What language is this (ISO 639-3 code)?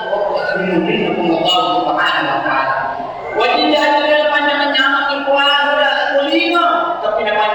bug